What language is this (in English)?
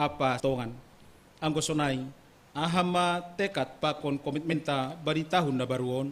Batak Simalungun